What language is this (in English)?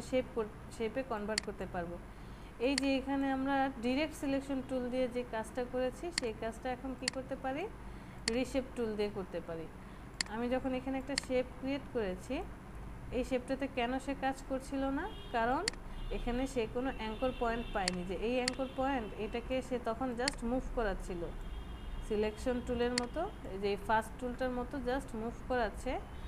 Bangla